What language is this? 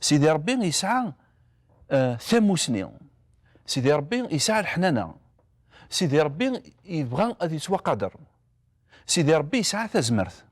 Kabyle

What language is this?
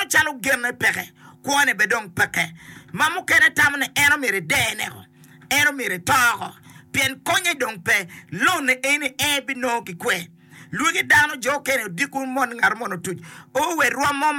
Acoli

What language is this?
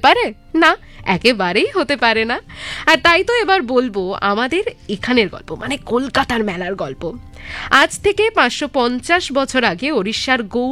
Bangla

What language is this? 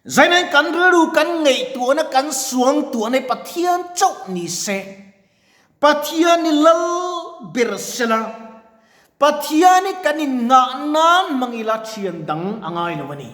Mizo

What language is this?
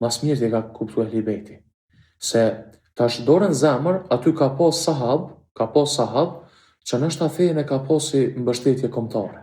Albanian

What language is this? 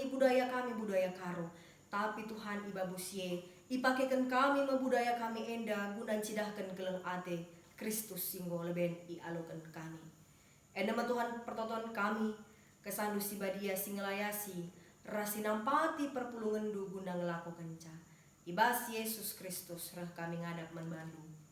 Batak Karo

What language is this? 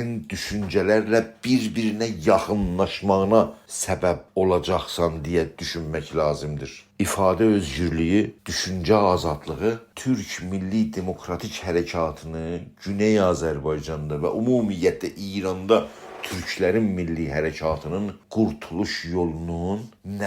South Azerbaijani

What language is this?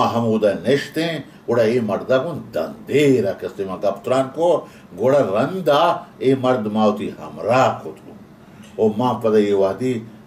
Baluchi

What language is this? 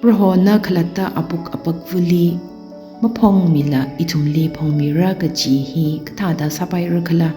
Tangkhul Naga (India)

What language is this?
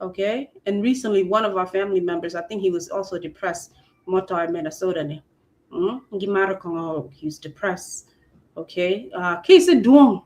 Acoli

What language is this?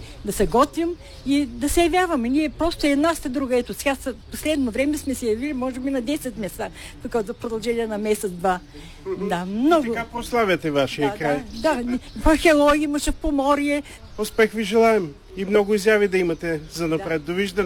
Bulgarian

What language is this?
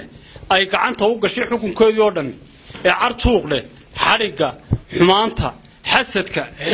Somali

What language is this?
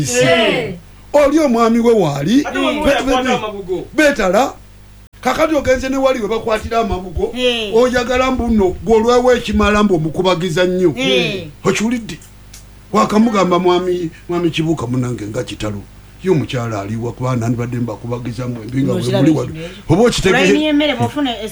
Ganda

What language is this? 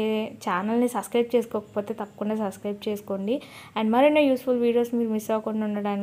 Telugu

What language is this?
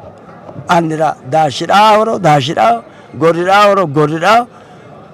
Sidamo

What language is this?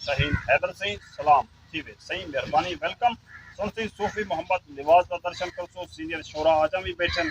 Saraiki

